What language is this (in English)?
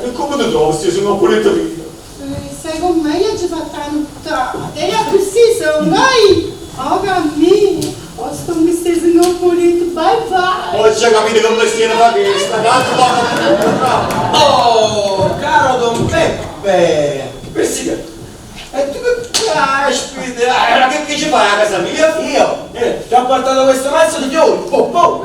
Neapolitan